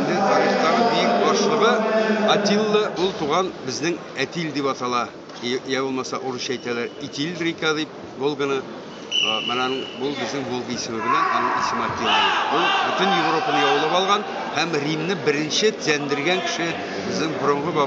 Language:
Tatar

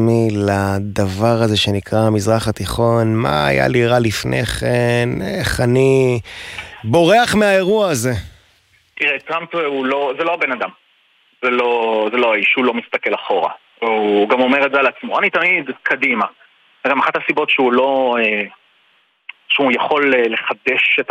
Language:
Hebrew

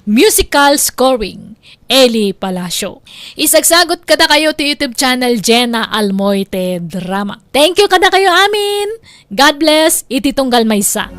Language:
Iloko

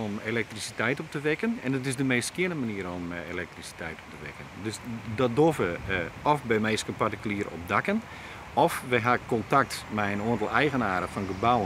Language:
Western Frisian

